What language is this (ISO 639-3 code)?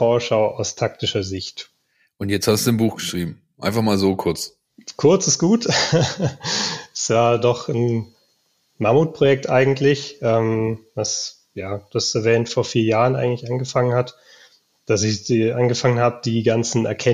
deu